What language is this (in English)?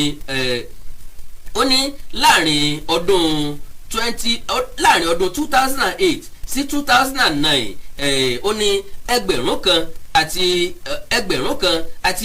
Yoruba